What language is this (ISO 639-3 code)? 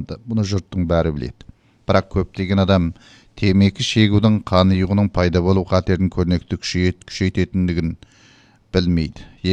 kaz